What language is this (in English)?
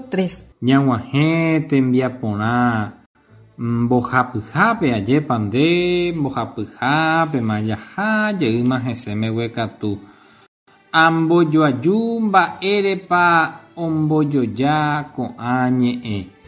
Guarani